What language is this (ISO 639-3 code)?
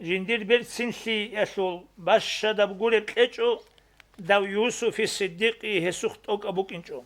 ava